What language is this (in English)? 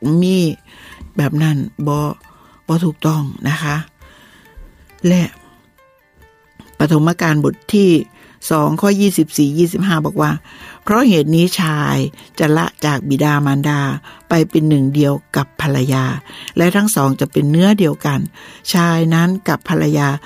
Thai